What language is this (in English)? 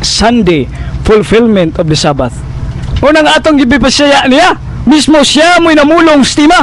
Cebuano